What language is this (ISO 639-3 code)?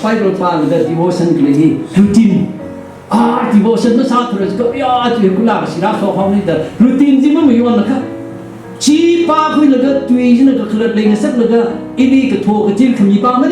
nmf